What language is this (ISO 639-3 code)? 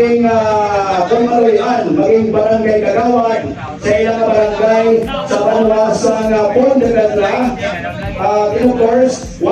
hil